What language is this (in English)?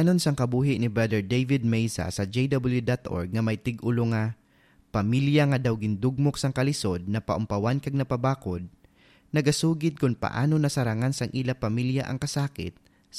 Hiligaynon